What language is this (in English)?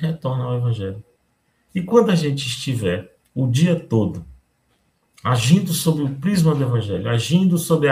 Portuguese